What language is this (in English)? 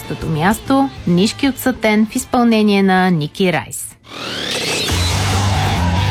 Bulgarian